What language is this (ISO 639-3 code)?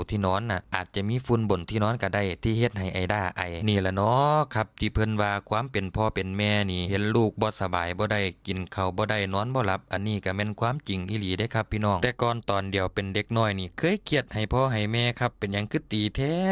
tts